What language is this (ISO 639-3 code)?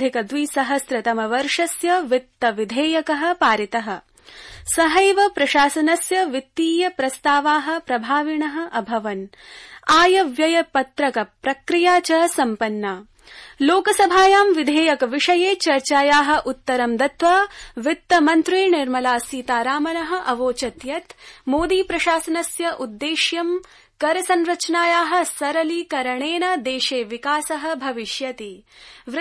san